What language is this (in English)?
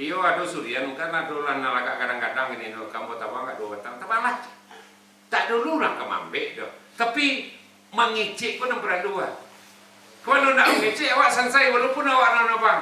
Minangkabau